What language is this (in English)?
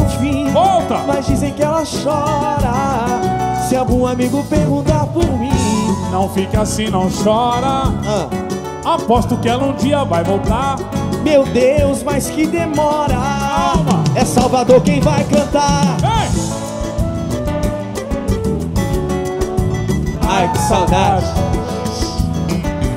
Portuguese